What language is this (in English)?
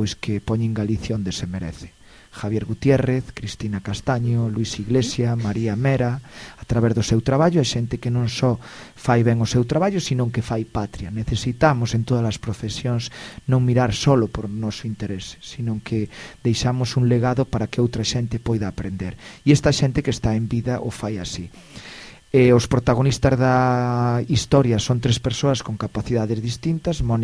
Galician